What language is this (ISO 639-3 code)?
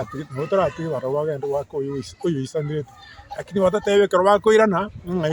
guz